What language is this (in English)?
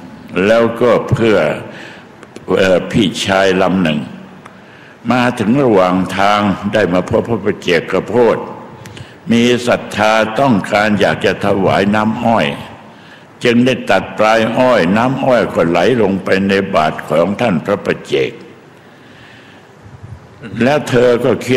Thai